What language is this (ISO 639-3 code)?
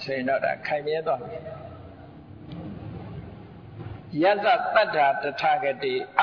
mya